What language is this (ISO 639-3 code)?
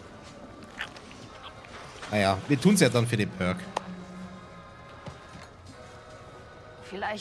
deu